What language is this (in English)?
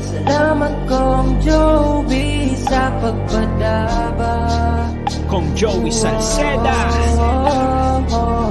Bikol